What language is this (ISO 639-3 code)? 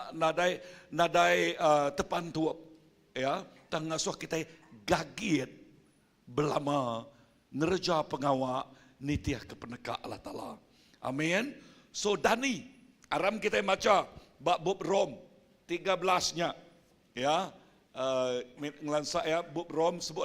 iba